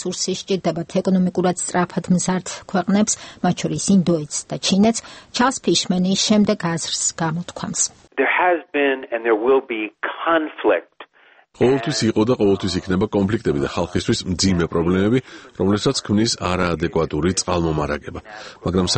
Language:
Georgian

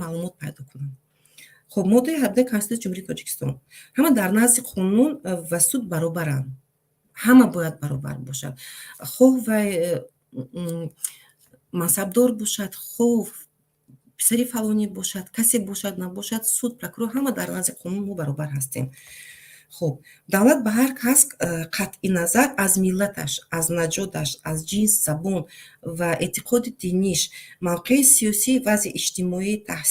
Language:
Tajik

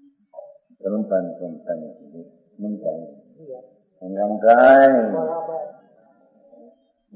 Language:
Gujarati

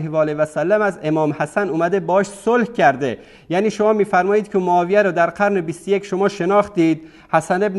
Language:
Persian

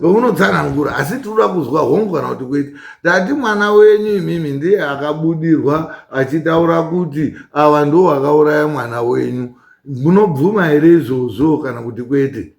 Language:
Shona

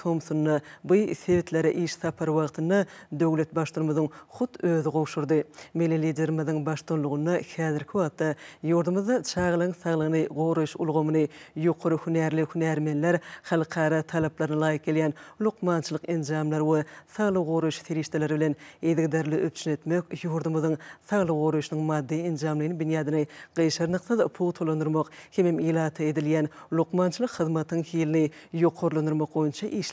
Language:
Turkmen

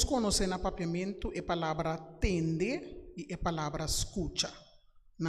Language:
Papiamento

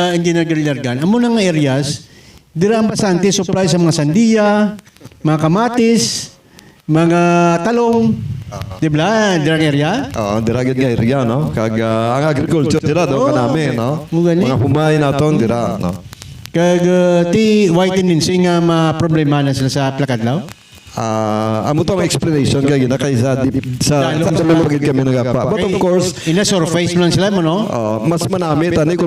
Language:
Hiligaynon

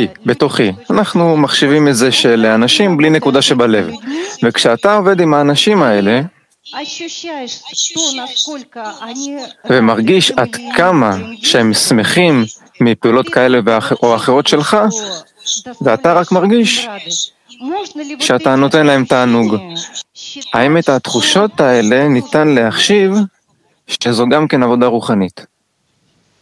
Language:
Hebrew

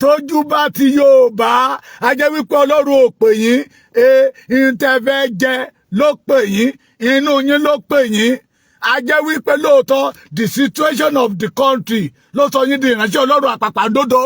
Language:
Yoruba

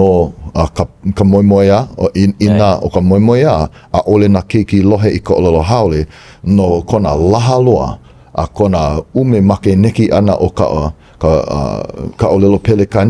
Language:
Hawaiian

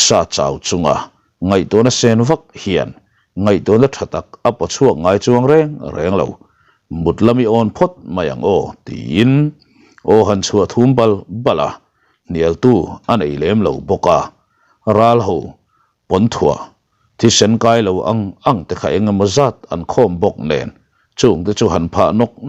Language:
Mizo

